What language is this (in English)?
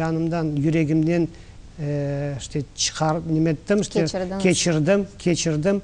Crimean Tatar